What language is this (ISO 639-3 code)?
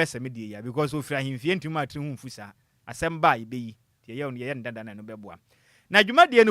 aka